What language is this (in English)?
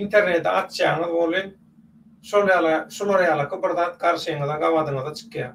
Turkmen